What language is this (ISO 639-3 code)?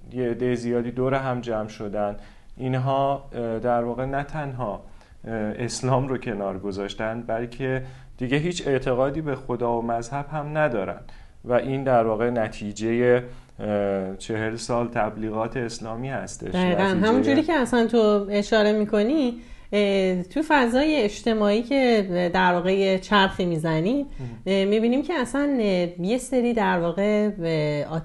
fas